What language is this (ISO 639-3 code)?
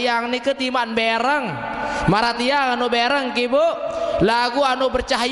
sas